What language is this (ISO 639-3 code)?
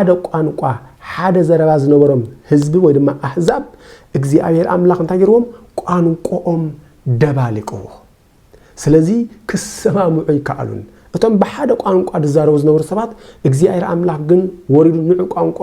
tir